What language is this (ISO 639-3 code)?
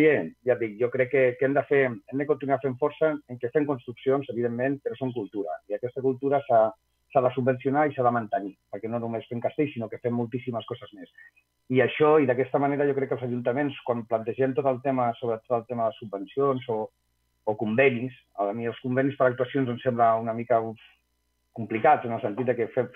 cat